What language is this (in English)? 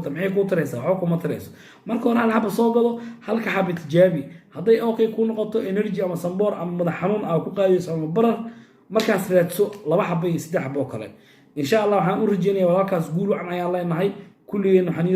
Somali